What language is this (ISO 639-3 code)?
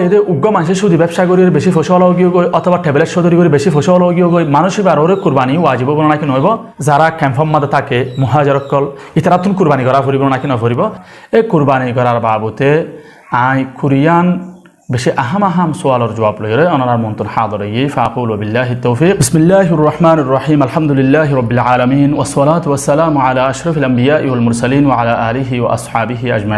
rhg